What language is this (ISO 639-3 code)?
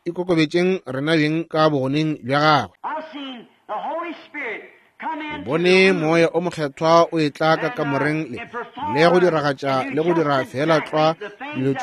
nso